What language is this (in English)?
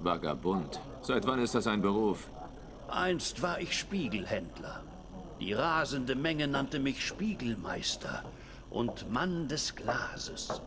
Swiss German